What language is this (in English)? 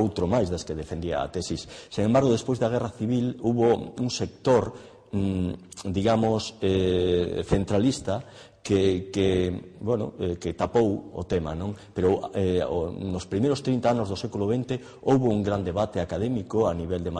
Galician